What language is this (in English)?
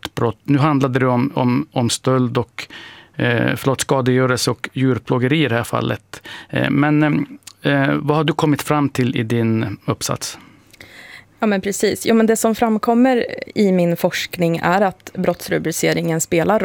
Swedish